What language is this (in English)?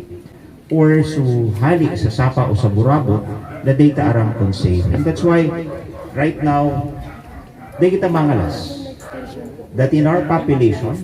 Bikol